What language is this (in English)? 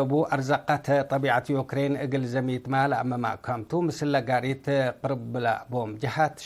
Tigre